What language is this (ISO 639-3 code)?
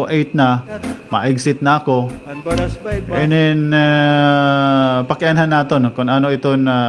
war